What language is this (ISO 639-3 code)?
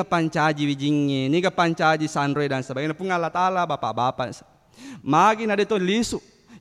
bug